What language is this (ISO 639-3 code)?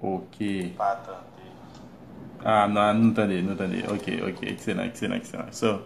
hat